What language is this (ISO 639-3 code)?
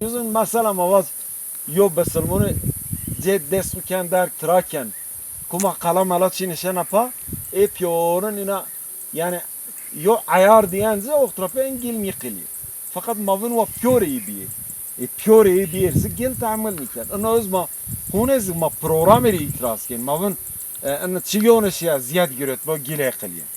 zza